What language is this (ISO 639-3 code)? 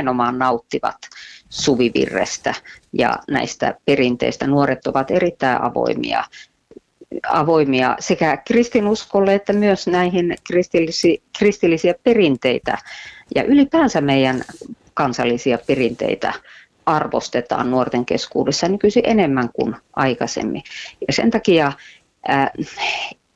fin